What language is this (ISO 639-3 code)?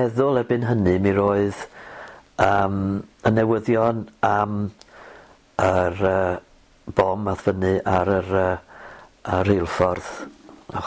cym